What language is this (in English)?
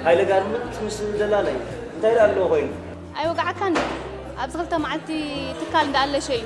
Tigrinya